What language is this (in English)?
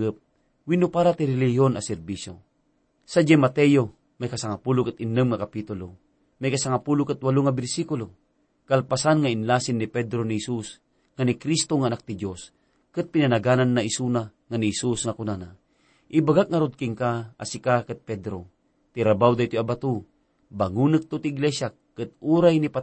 Iloko